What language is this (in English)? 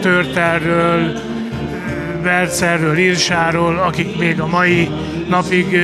Hungarian